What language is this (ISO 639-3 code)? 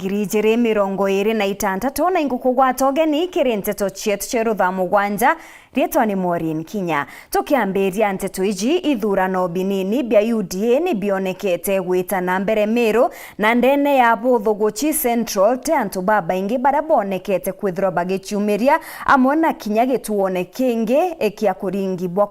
mer